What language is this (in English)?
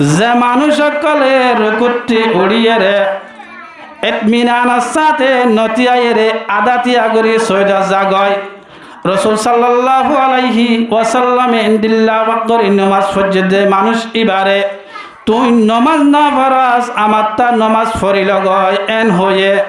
Rohingya